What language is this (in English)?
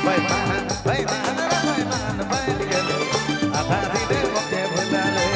Sadri